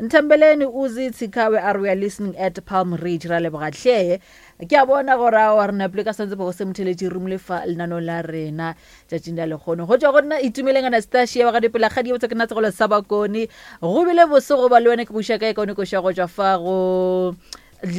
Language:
Northern Sotho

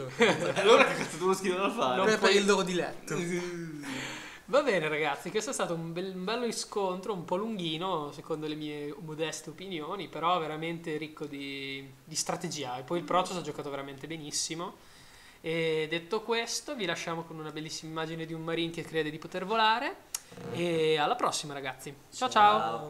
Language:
Italian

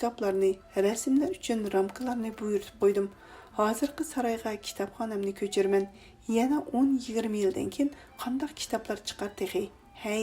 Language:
Uyghur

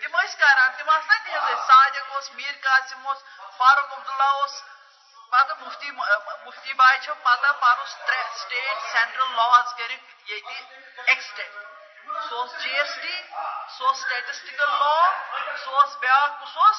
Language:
Kashmiri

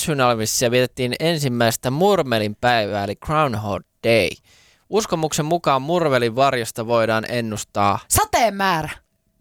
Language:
Finnish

